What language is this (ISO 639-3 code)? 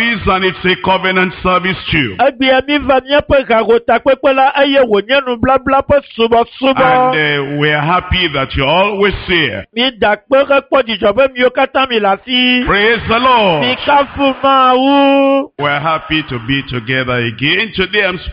ewe